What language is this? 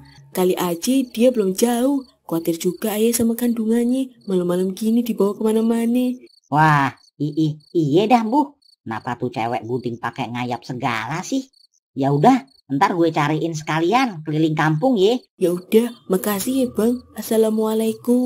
Betawi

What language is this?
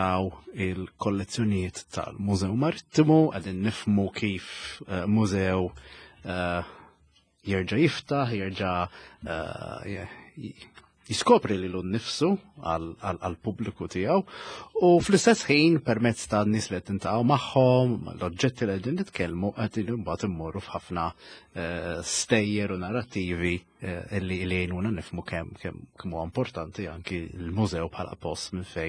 Maltese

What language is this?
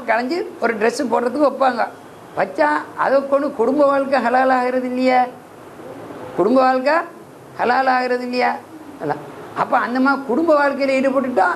Tamil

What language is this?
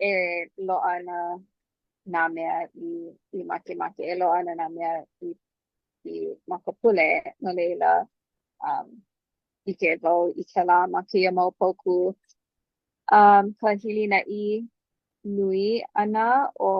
Hawaiian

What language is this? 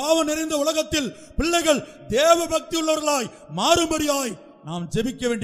Tamil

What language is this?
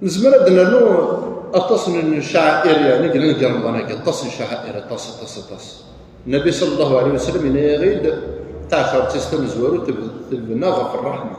Kabyle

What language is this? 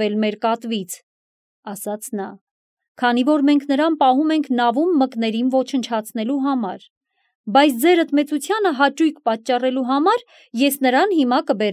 Armenian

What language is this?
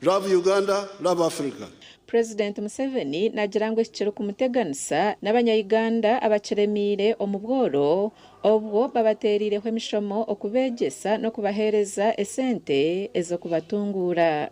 Nyankole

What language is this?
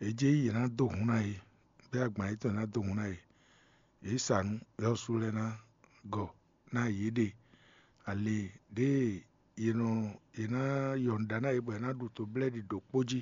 Fon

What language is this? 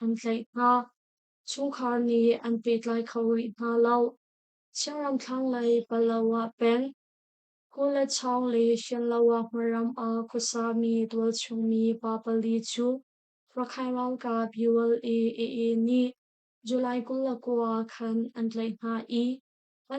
Hakha Chin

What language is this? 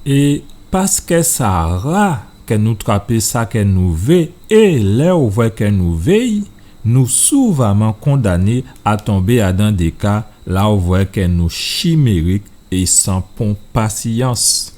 Guadeloupean Creole French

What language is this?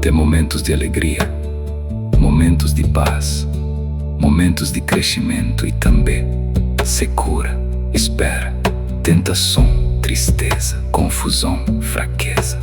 Kabuverdianu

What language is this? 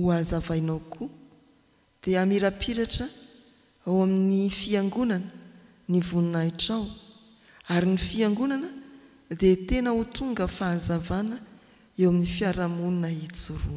Malagasy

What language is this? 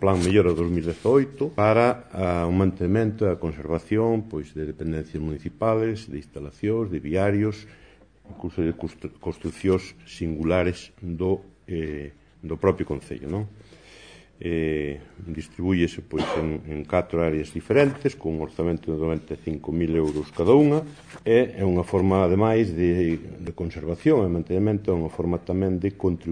Galician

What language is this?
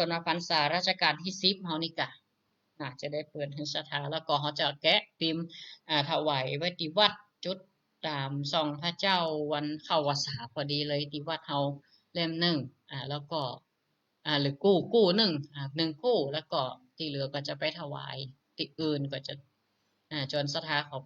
Northern Thai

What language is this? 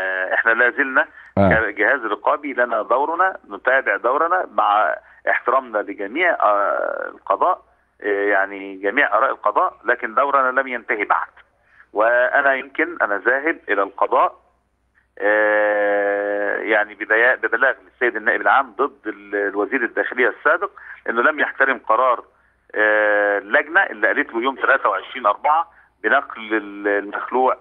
Egyptian Arabic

